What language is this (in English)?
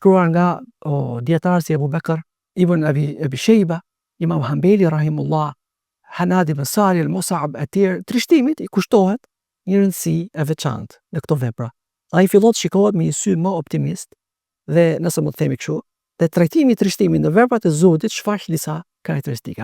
Albanian